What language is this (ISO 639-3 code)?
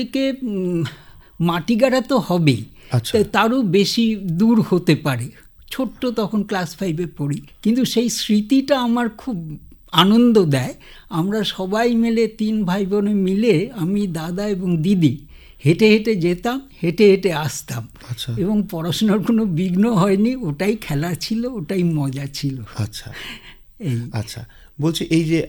ben